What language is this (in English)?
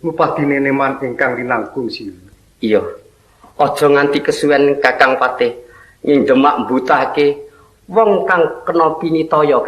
Javanese